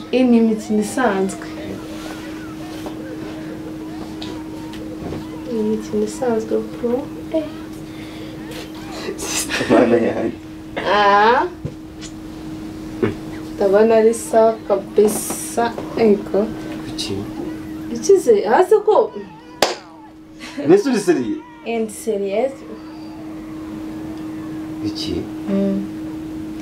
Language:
Kinyarwanda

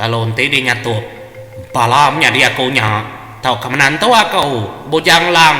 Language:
Iban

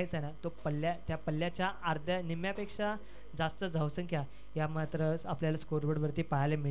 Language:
Marathi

